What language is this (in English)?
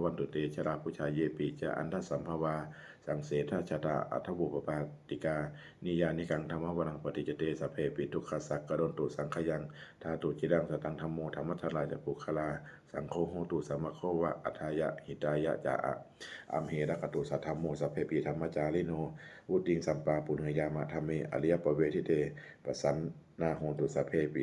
Pali